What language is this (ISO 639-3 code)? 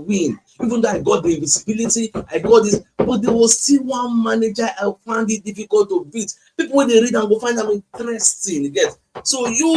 pcm